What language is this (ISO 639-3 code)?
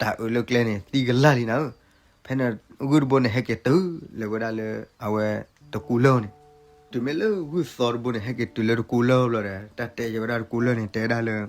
ksw